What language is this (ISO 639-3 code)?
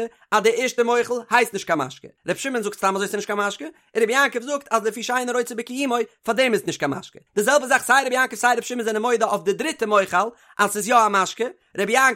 yid